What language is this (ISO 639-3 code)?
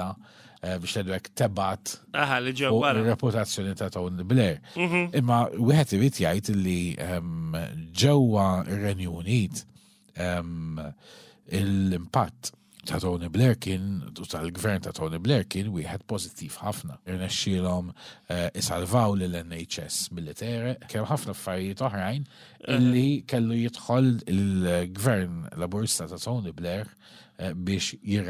mlt